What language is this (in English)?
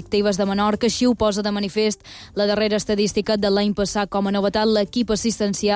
Catalan